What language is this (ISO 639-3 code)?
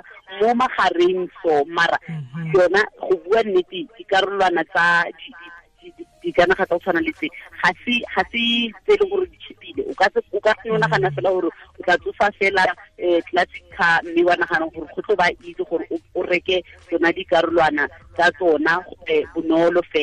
tsn